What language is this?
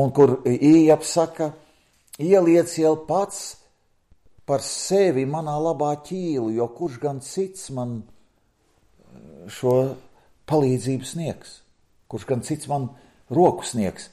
Latvian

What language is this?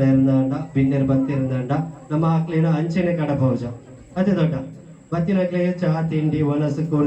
Tulu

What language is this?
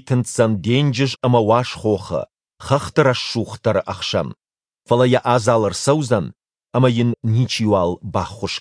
Ossetic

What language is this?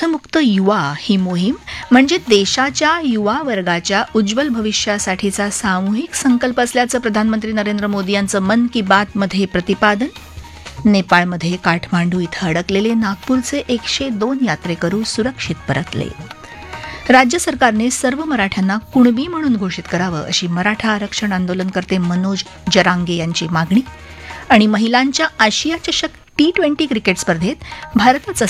Marathi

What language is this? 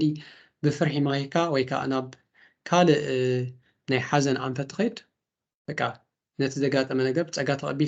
Tigrinya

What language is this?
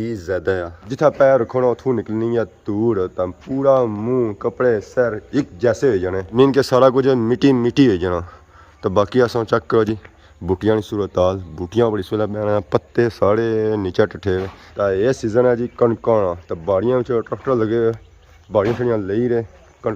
Pahari-Potwari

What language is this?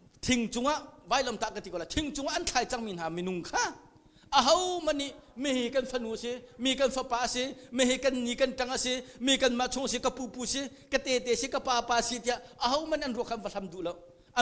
Hakha Chin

